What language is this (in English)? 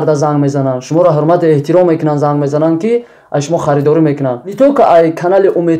Tajik